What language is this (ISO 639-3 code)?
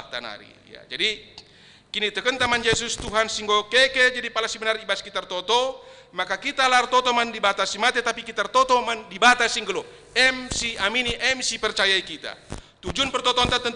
btx